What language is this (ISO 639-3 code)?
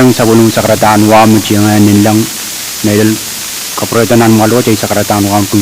pon